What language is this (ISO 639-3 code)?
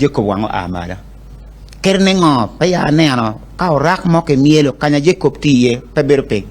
ach